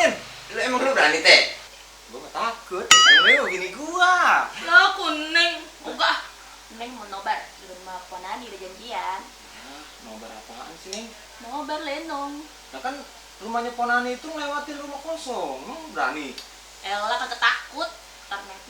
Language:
Betawi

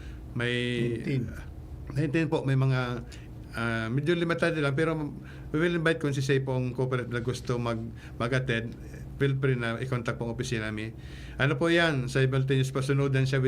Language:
Bikol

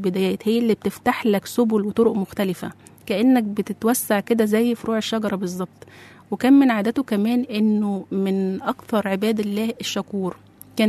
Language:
Egyptian Arabic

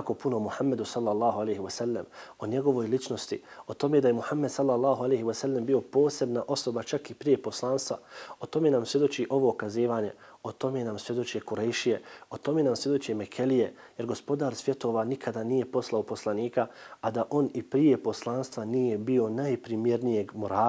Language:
Bosnian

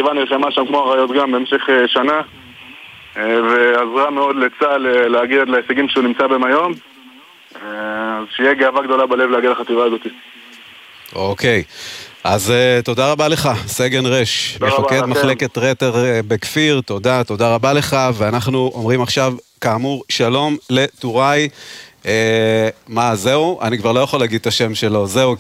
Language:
Hebrew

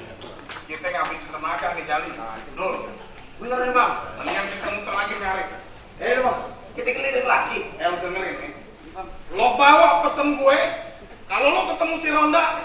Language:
Betawi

